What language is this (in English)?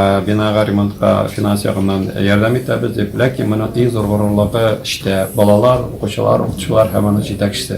Tatar